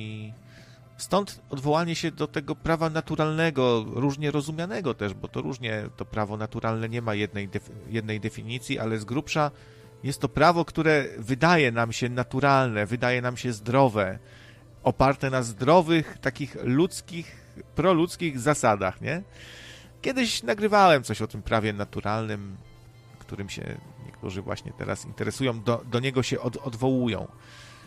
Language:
Polish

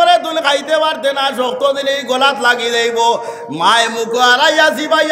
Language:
Sylheti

